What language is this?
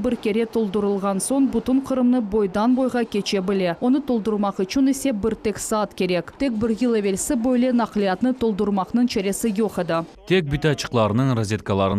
Crimean Tatar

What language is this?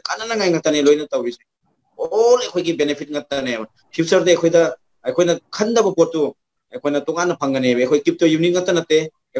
Manipuri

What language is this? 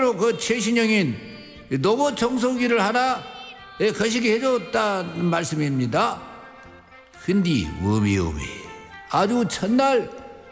Korean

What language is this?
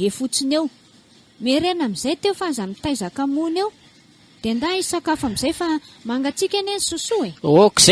Malagasy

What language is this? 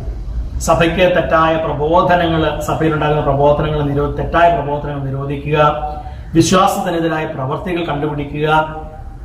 Malayalam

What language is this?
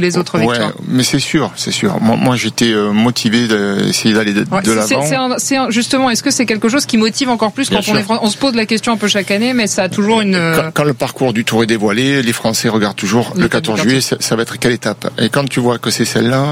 French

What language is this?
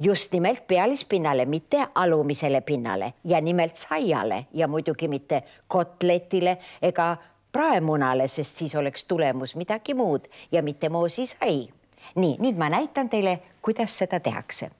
Estonian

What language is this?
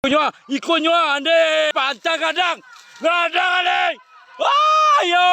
Minangkabau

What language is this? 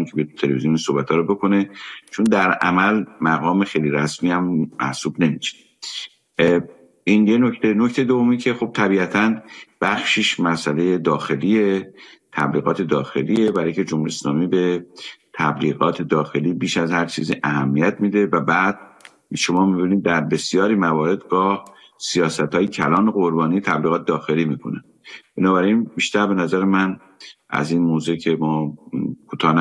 Persian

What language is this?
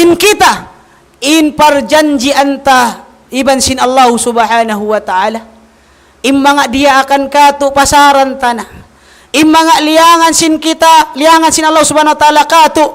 Tausug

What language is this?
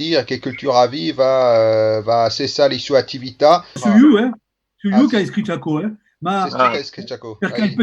Occitan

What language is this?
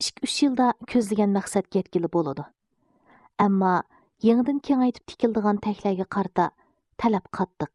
Uyghur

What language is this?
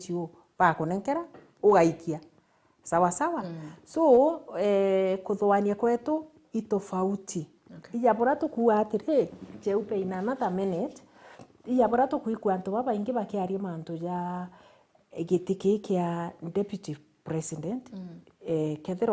Meru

